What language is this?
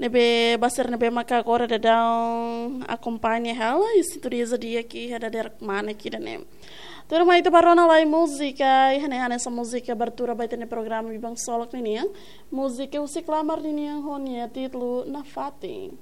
Tetum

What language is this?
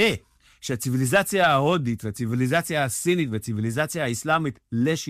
Hebrew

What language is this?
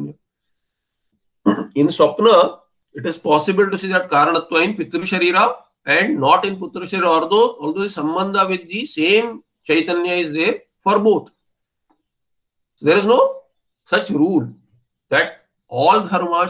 English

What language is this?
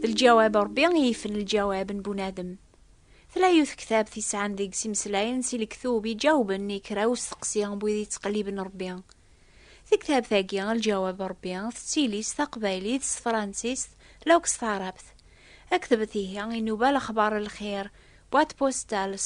Kabyle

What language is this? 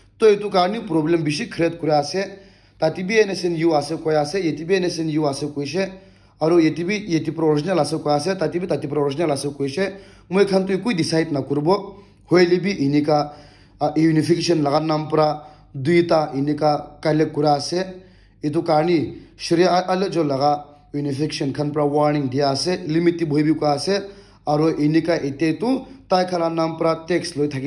Naga Pidgin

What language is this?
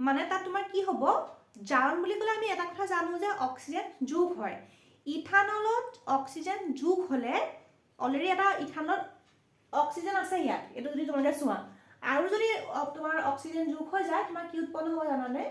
Assamese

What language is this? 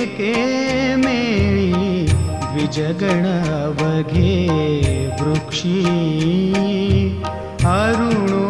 Marathi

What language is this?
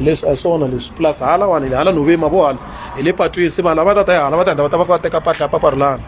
Tsonga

